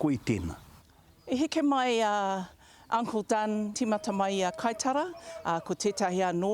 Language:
Māori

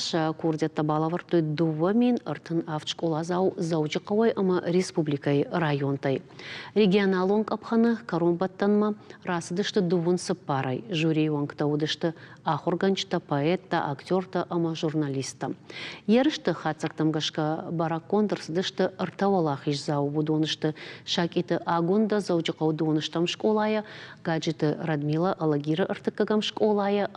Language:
Ossetic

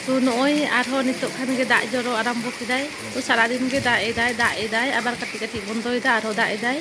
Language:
Santali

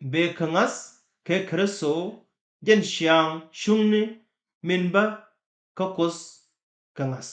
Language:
Nuer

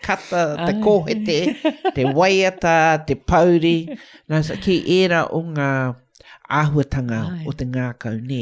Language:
Māori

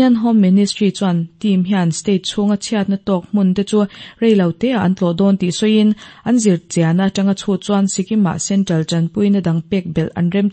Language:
Mizo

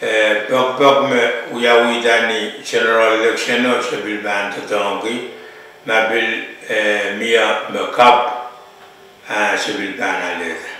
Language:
Pohnpeian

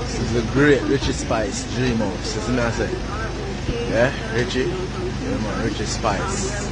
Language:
Jamaican Creole English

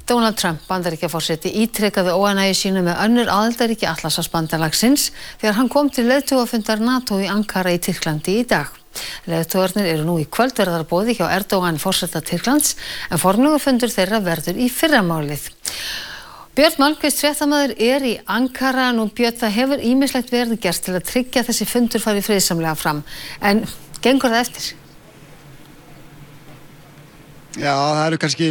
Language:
Icelandic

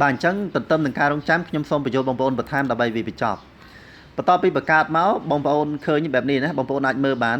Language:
Khmer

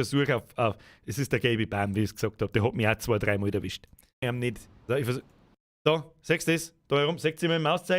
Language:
Bavarian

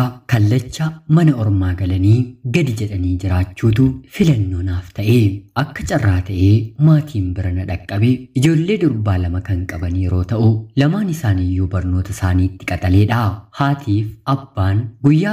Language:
Oromo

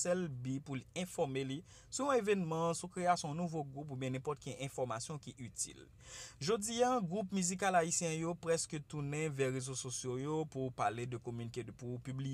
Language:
Haitian Creole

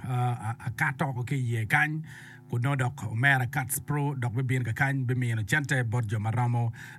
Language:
Acoli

